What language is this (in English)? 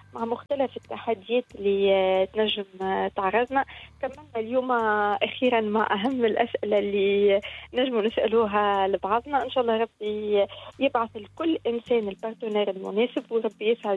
Tunisian Arabic